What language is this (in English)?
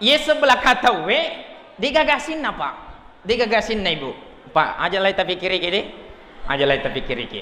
Buginese